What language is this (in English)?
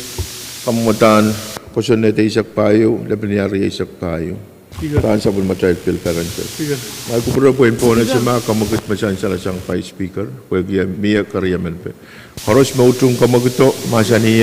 Pohnpeian